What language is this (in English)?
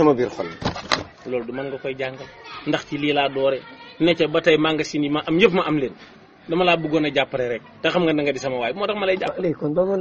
Wolof